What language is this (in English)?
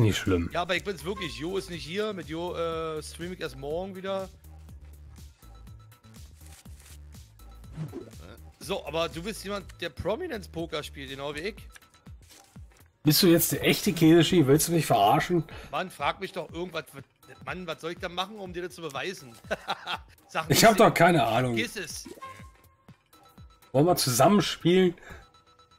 German